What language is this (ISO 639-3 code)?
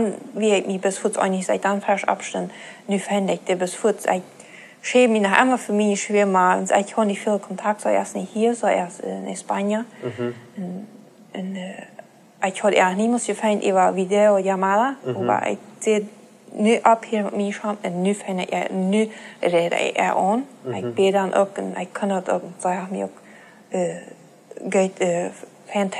pdt